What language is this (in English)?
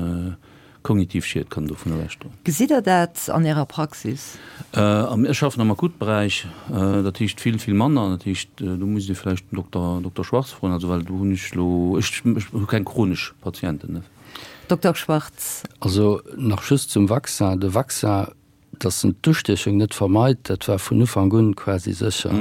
Luxembourgish